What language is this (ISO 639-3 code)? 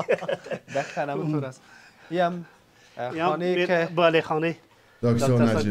fas